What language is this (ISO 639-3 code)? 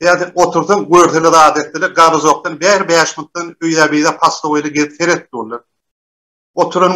tuk